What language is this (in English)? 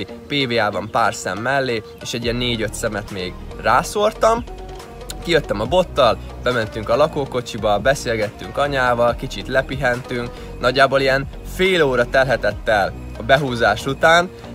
Hungarian